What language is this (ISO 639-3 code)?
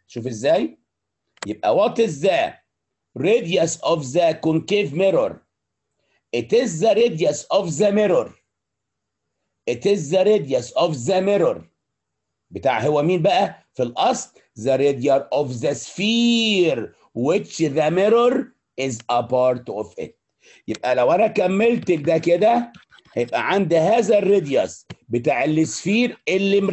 arz